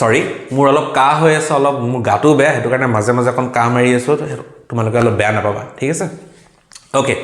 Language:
Assamese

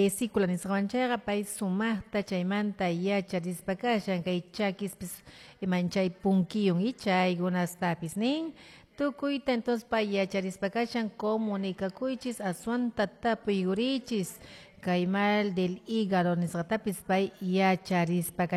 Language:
Quechua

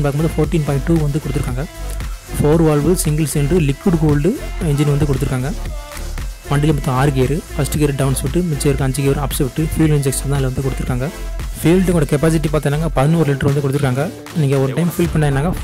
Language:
Tamil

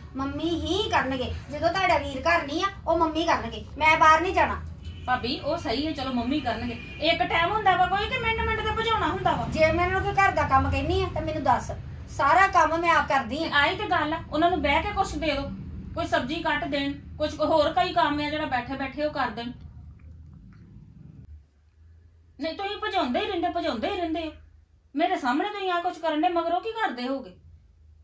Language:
Punjabi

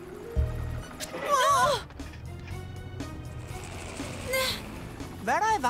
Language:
Danish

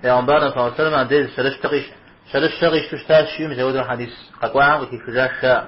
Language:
Kabardian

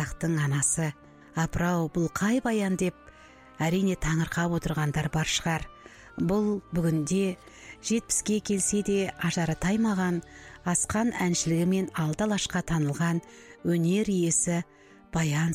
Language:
Kazakh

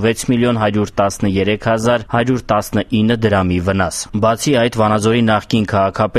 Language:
Armenian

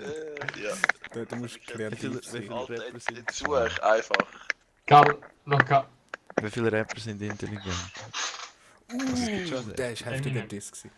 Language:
Swiss German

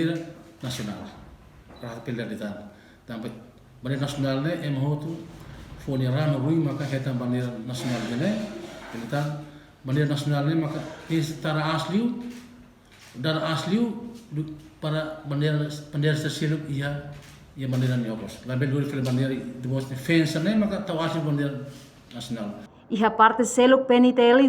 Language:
Tetum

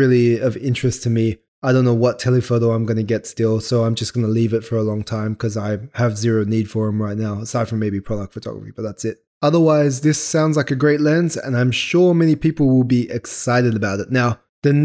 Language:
English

